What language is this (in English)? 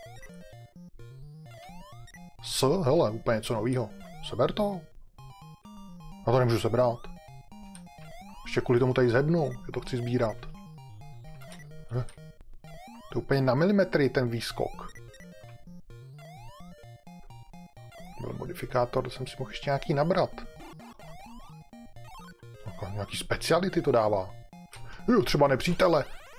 Czech